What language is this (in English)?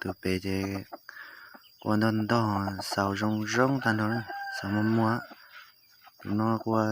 Hmong